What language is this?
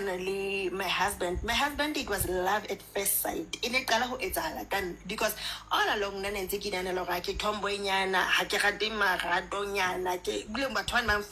Southern Sotho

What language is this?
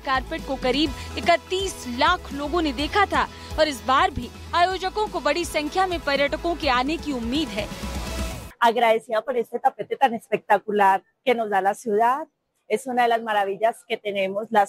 Hindi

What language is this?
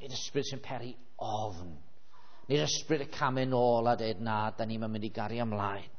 Welsh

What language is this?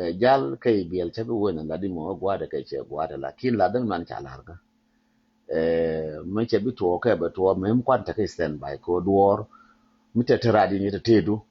Nuer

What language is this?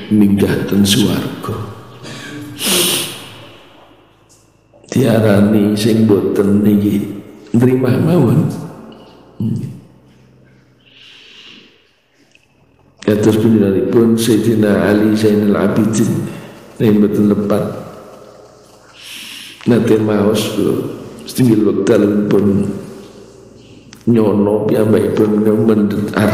Javanese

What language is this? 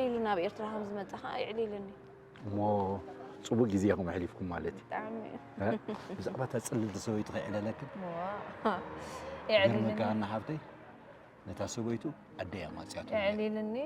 Tigrinya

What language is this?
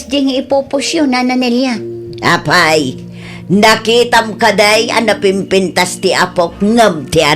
Iloko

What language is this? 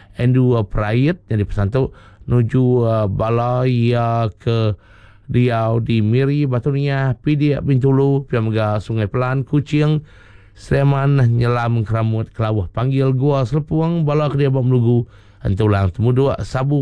Iban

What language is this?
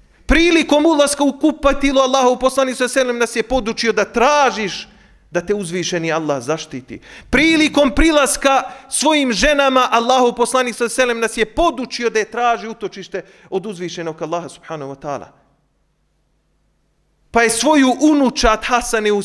Bosnian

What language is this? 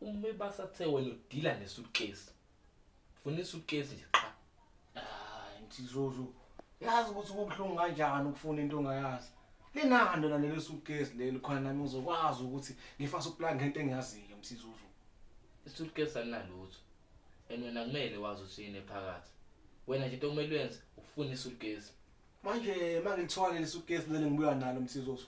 Zulu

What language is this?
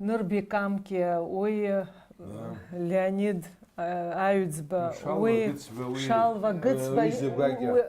Abkhazian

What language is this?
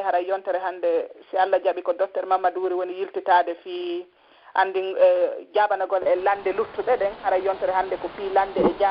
Pular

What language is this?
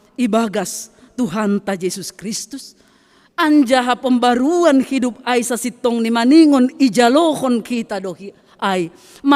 Batak Simalungun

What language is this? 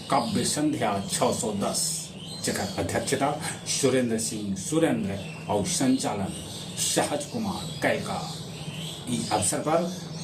Magahi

